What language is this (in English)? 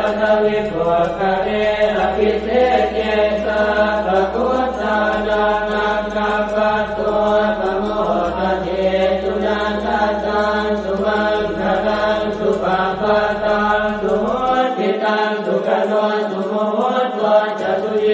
Pali